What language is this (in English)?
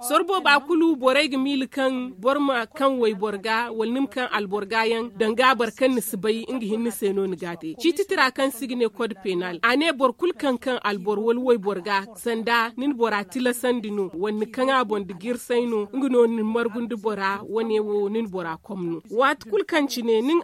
Zarma